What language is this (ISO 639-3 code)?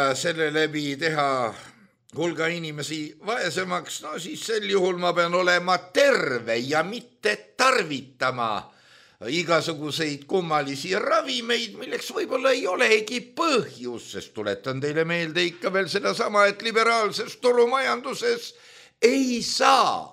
est